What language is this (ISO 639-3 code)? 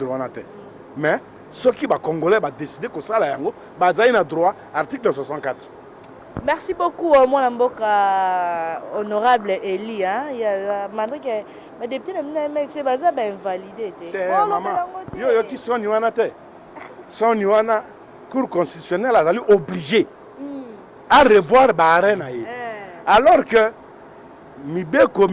lin